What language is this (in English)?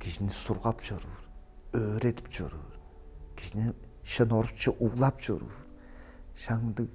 Tuvinian